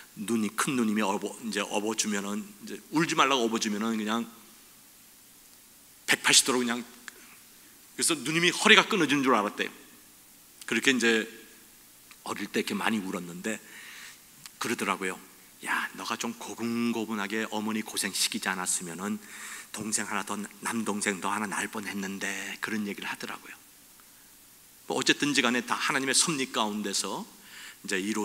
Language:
Korean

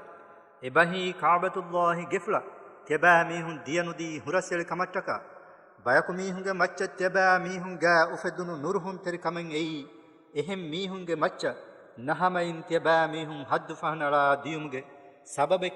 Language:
Divehi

